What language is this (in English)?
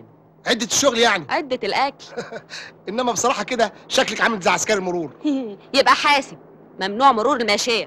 Egyptian Arabic